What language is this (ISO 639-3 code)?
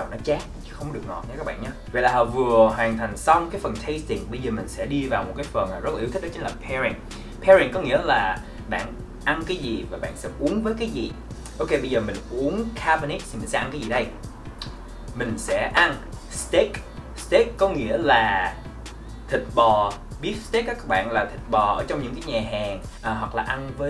vie